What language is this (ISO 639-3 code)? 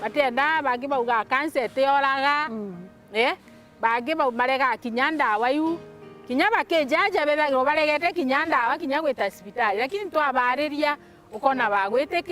mer